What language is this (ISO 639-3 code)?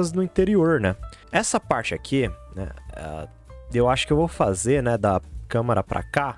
por